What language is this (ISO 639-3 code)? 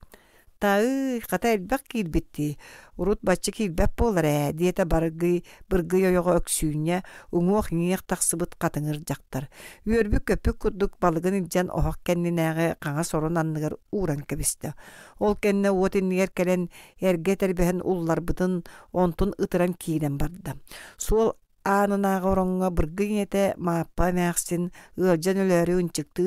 sah